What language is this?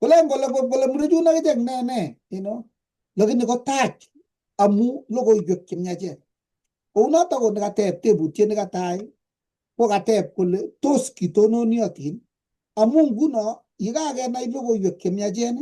Kalenjin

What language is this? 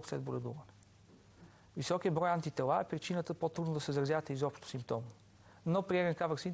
Bulgarian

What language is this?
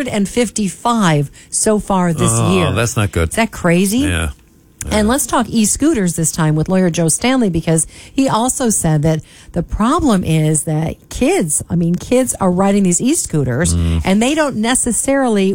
English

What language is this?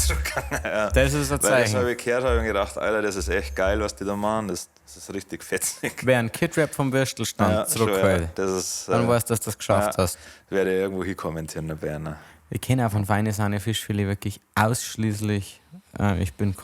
Bavarian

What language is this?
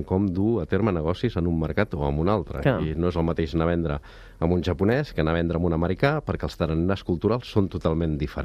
Catalan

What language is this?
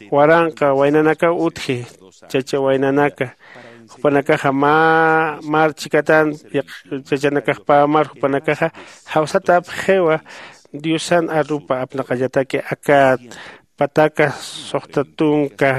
Aymara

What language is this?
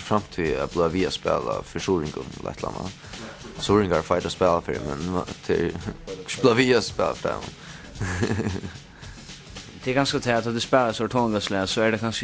Faroese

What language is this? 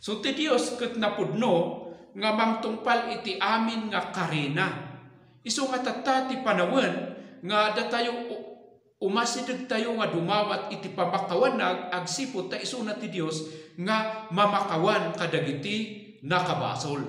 Iloko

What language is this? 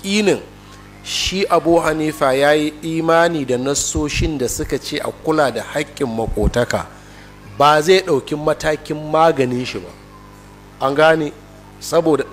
Hausa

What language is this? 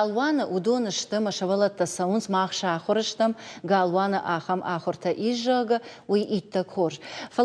Ossetic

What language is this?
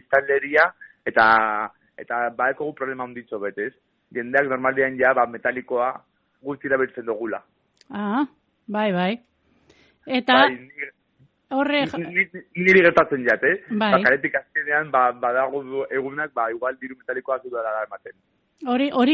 Basque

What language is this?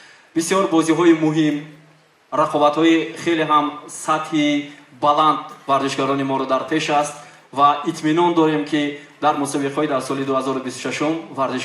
Tajik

